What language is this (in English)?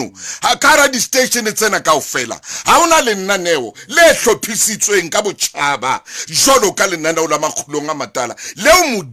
Southern Sotho